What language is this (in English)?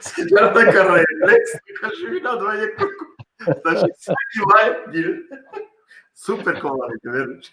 Balkan Romani